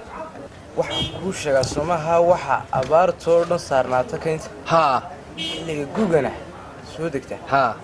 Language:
Somali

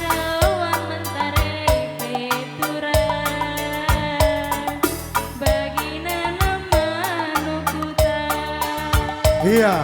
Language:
Batak Karo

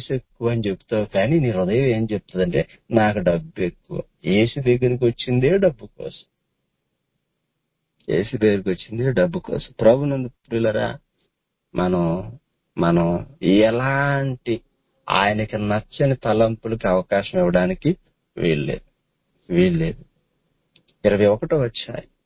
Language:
Telugu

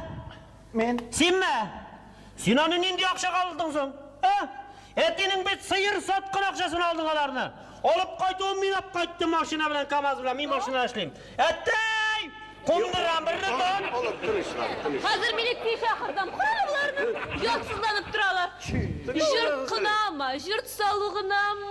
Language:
Tatar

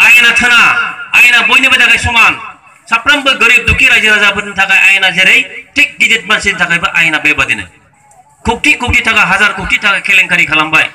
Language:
Bodo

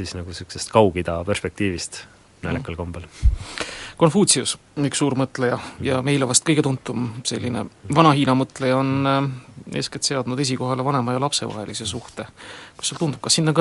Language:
Estonian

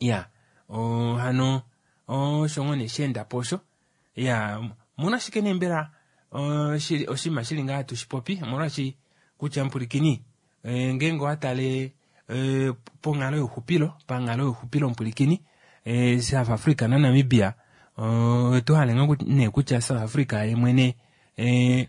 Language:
Kuanyama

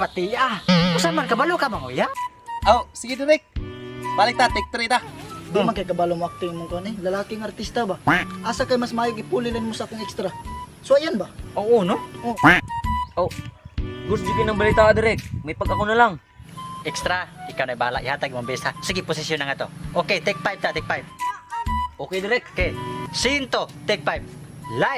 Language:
Cebuano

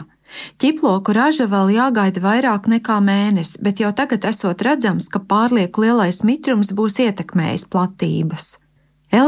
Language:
Latvian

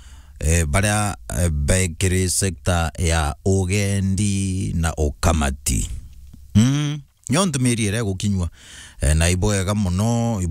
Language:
Meru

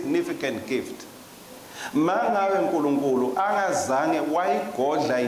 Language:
Swati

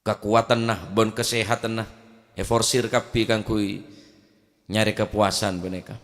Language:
Madurese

